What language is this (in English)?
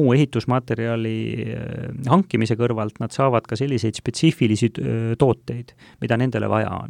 Estonian